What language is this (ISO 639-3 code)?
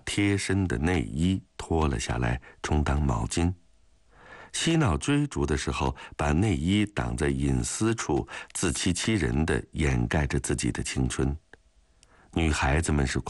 zho